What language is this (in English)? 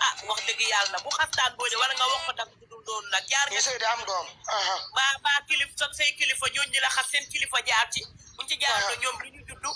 Wolof